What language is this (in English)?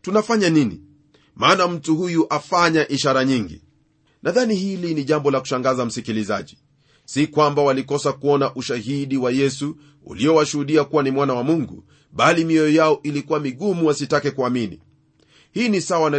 Swahili